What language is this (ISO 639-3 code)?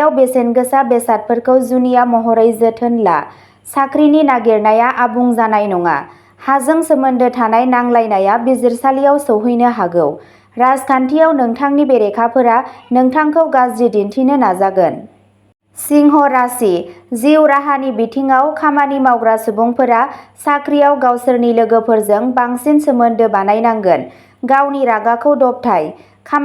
brx